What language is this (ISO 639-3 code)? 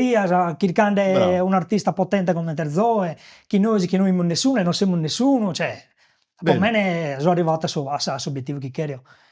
srd